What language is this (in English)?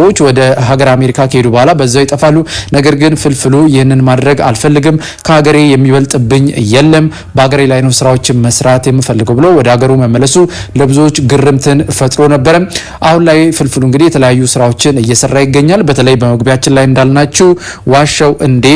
Amharic